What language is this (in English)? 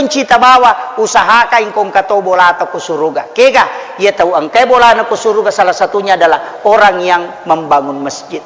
Buginese